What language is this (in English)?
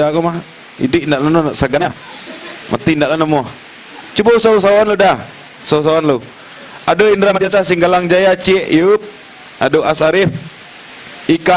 Minangkabau